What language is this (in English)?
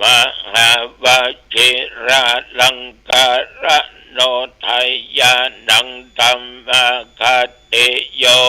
Pali